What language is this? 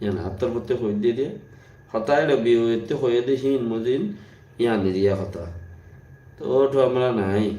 Rohingya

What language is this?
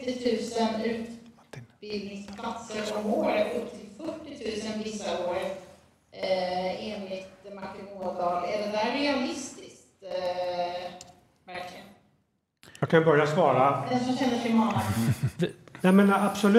Swedish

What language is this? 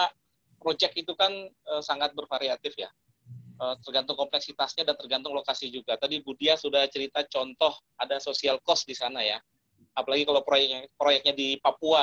Indonesian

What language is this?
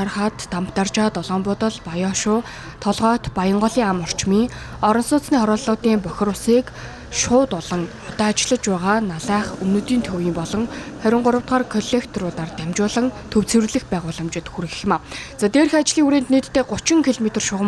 Mongolian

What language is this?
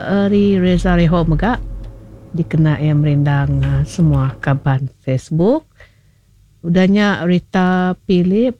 Iban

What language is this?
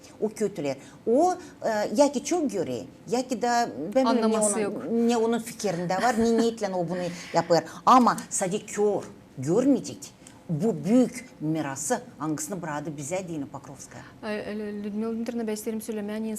Gagauz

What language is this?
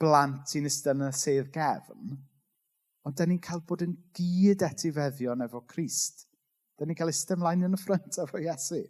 Welsh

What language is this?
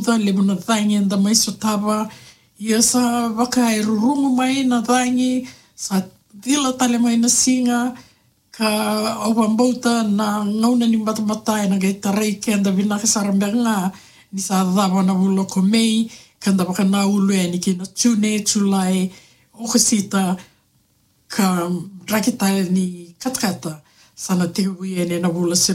Fijian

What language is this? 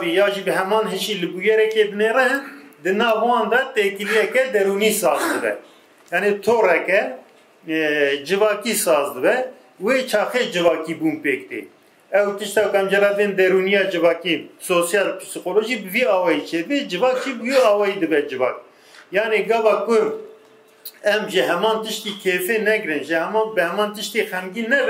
Kurdish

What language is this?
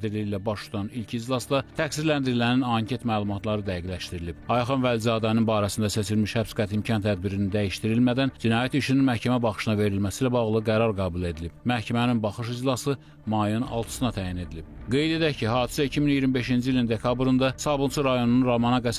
Azerbaijani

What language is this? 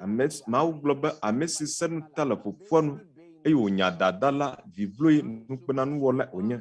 Ewe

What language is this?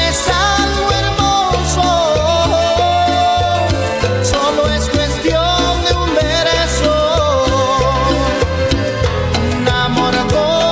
Spanish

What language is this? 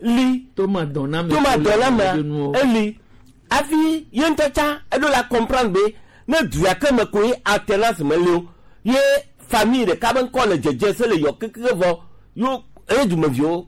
Gen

